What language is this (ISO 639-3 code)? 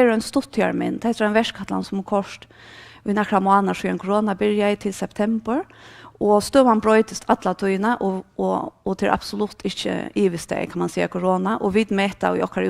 fao